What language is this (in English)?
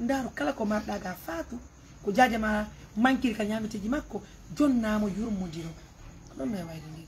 Pular